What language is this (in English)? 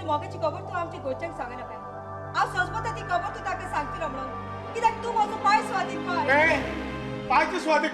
Konkani